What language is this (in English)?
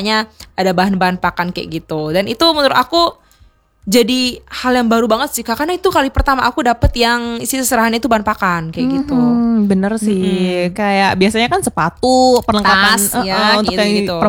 Indonesian